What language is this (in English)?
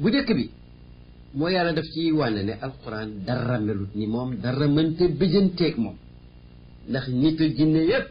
Wolof